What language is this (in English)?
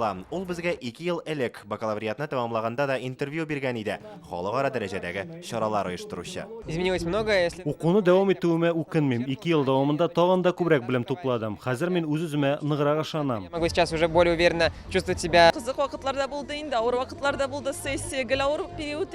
Tatar